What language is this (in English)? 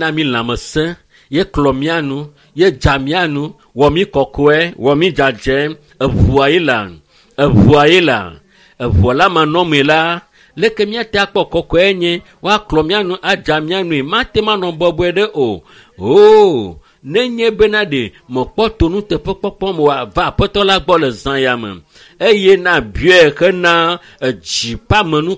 Ewe